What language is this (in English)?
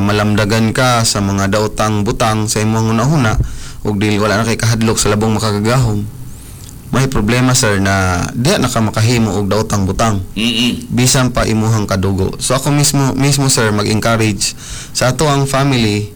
Cebuano